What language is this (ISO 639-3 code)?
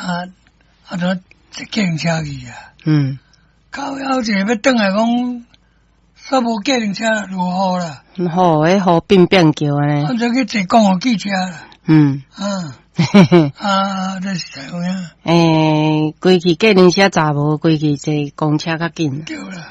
nan